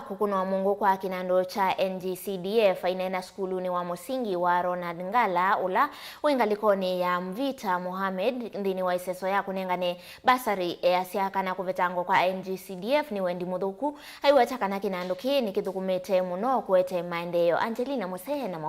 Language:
Kamba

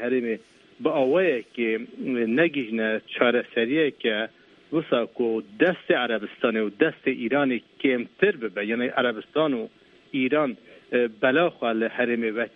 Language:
Kurdish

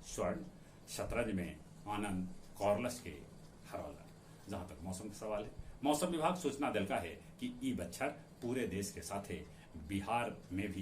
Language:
Magahi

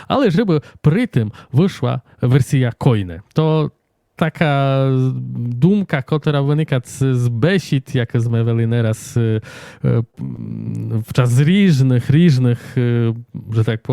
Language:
Rusyn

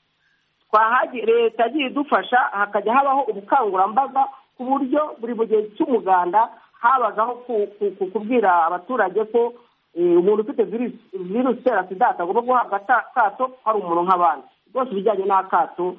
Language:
Kinyarwanda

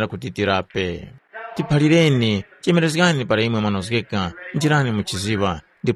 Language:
Tumbuka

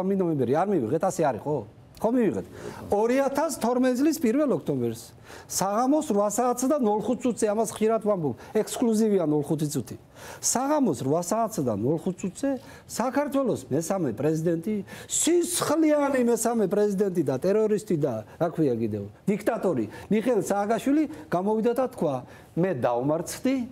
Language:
Georgian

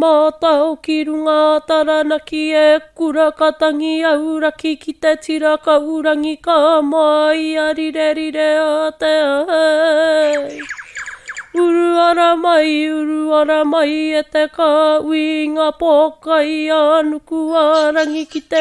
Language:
Māori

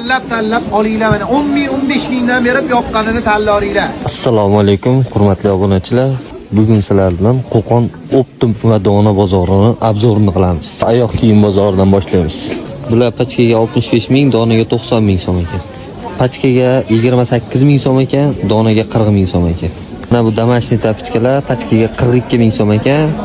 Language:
Uzbek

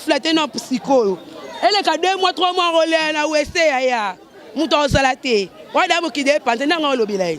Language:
Lingala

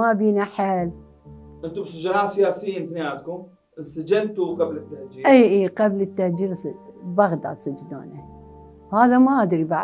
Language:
Mesopotamian Arabic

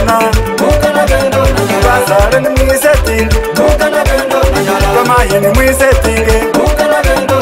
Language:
Swahili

